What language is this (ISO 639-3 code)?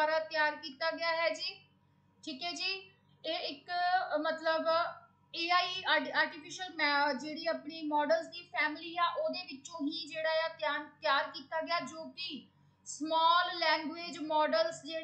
pan